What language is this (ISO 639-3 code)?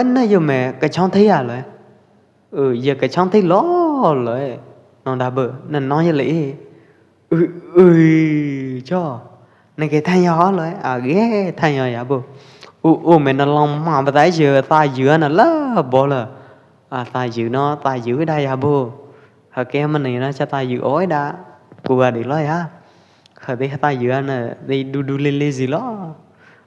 kjp